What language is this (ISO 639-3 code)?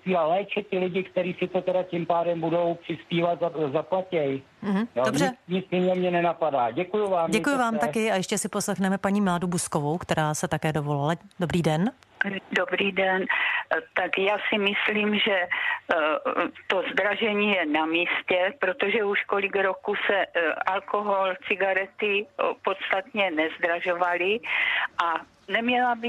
ces